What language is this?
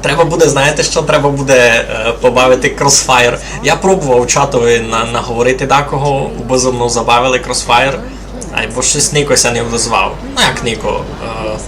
Rusyn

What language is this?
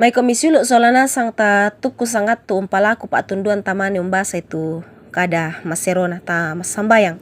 Toraja-Sa'dan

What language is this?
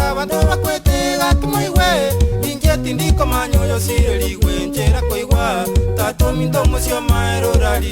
Gusii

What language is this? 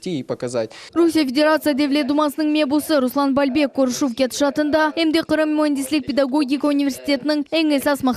Crimean Tatar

